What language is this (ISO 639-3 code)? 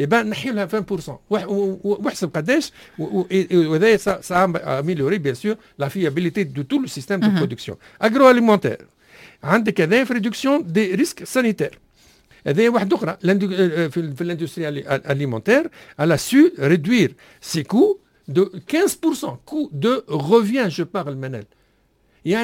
aeb